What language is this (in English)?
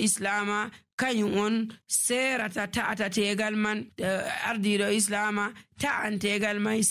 Nigerian Fulfulde